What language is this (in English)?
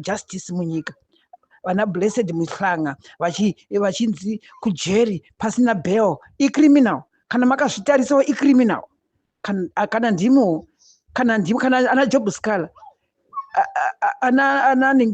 Shona